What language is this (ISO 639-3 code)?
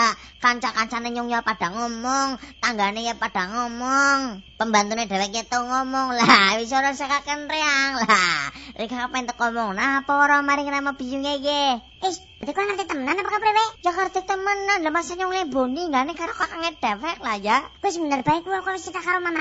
jav